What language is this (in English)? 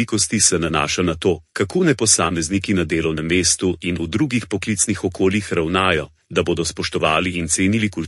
Slovenian